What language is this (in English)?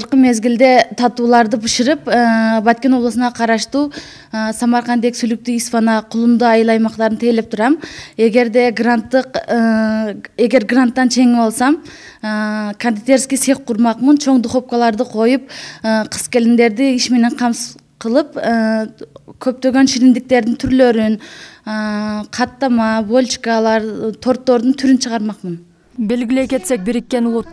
Kyrgyz